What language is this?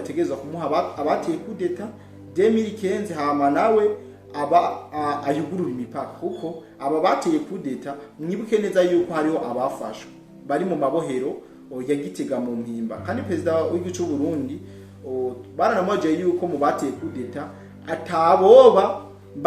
Rundi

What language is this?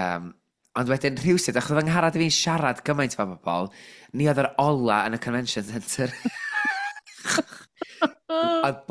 Welsh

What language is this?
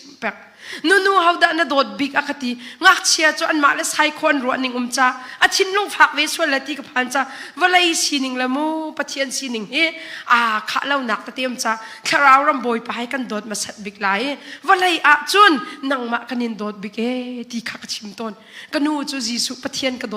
Hakha Chin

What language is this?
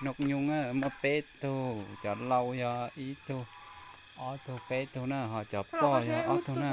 Hmong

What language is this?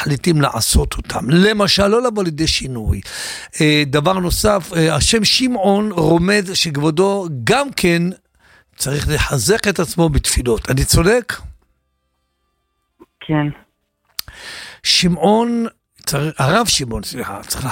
Hebrew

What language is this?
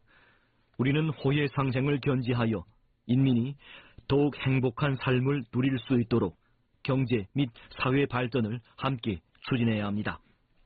Korean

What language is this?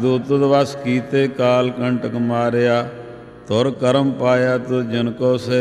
Punjabi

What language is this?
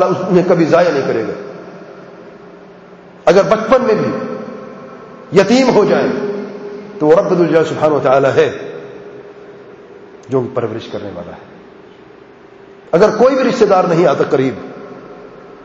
Urdu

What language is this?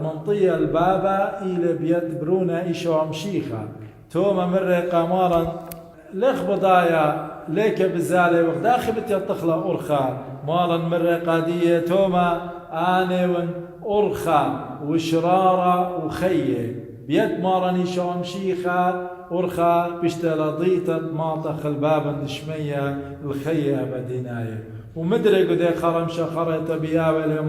Assyrian Neo-Aramaic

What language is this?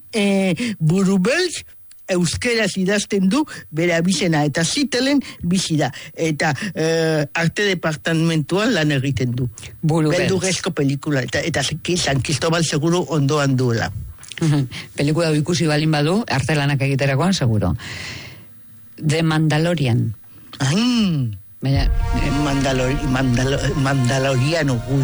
Basque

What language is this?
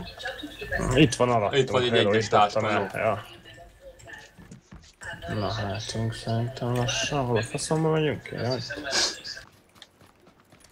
Hungarian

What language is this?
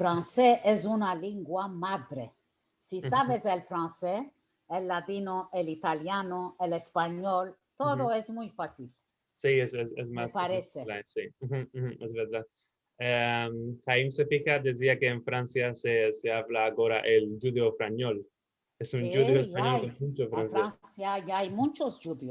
Ladino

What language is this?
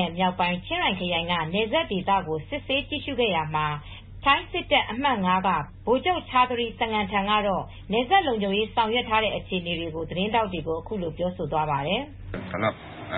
Burmese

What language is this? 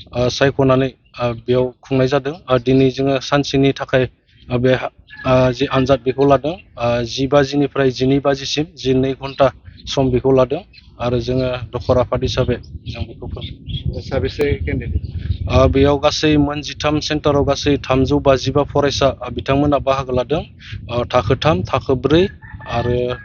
Bodo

